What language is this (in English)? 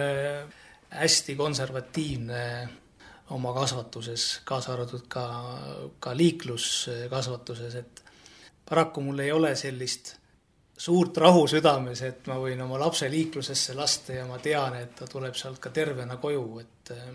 Estonian